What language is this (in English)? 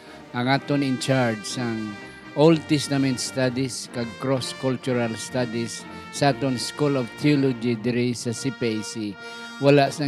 Hiligaynon